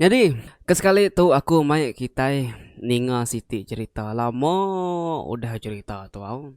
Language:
Iban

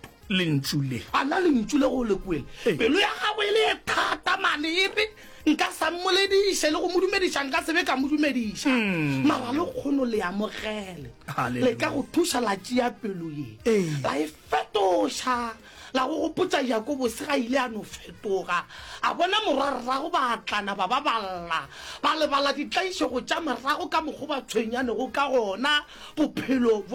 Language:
Northern Sotho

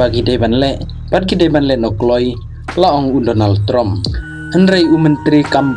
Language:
Khasi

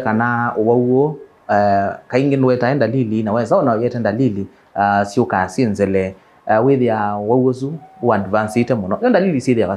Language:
Kamba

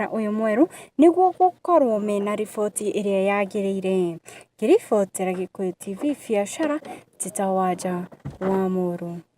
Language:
Kikuyu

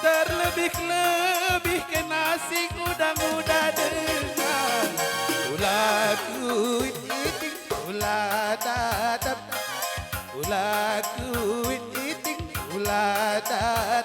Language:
Batak Karo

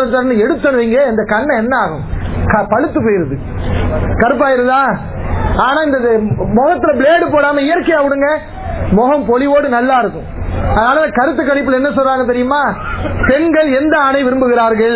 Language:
Tamil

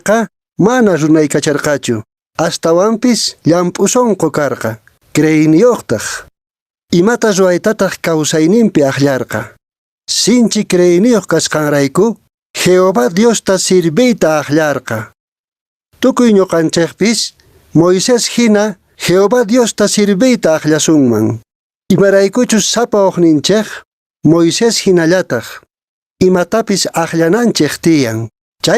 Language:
Quechua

